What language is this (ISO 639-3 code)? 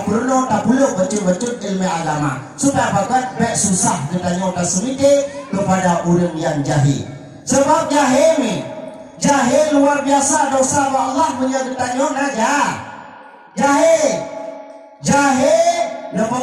ace